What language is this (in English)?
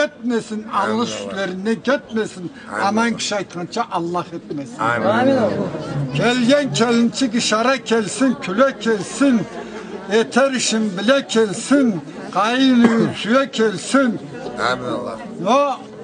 Karachay-Balkar